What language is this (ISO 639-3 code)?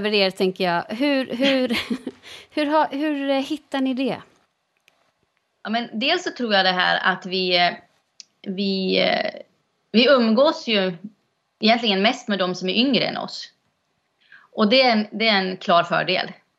swe